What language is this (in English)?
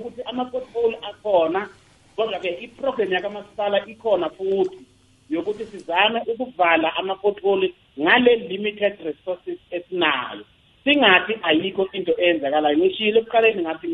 South Ndebele